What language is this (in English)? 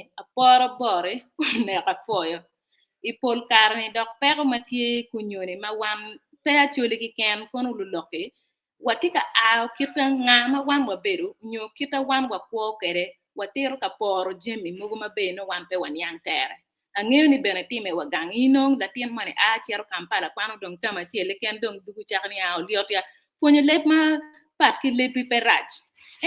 Acoli